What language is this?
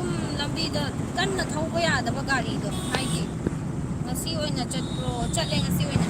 Manipuri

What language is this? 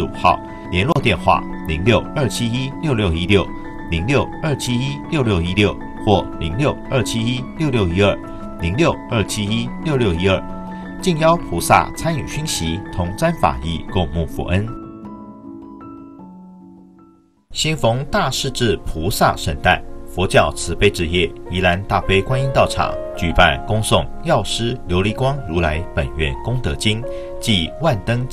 Chinese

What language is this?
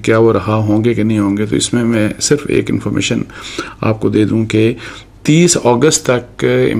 Urdu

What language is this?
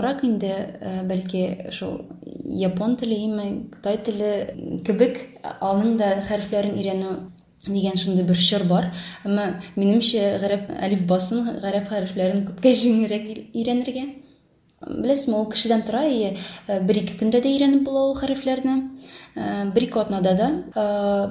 Tatar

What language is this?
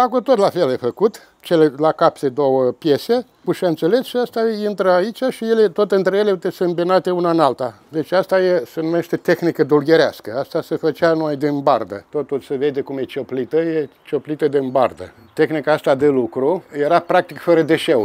Romanian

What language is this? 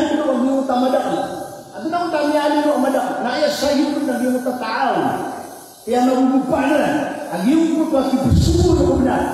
Maranao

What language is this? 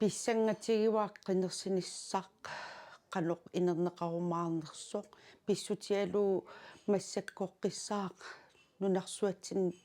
Kalaallisut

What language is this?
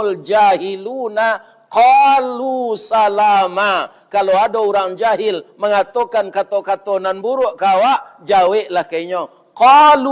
Minangkabau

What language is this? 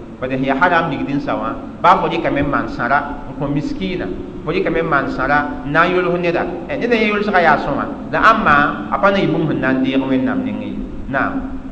Mossi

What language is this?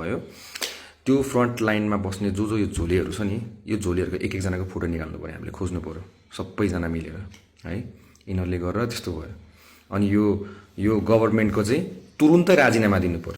Nepali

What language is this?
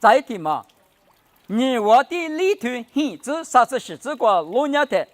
Lisu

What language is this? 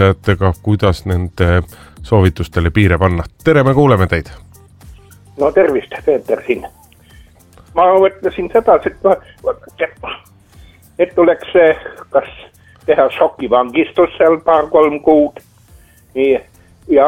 Estonian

